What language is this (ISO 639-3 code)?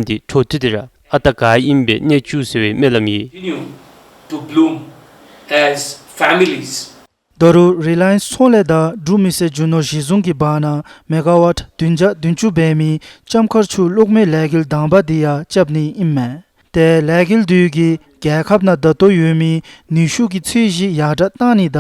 dzo